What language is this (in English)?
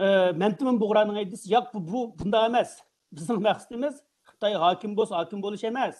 Uyghur